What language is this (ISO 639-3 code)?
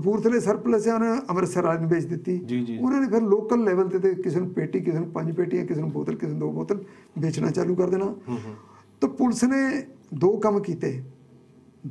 pan